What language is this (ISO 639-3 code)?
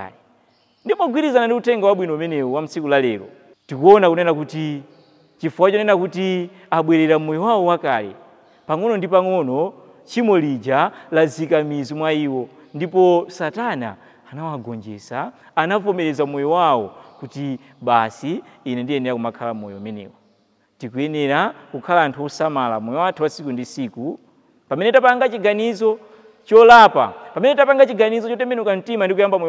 nya